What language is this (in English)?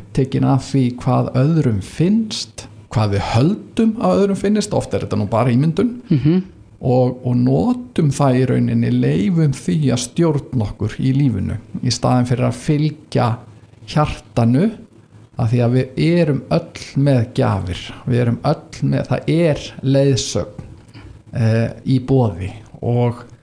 Icelandic